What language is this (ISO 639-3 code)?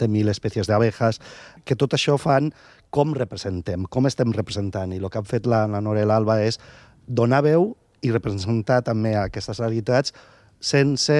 cat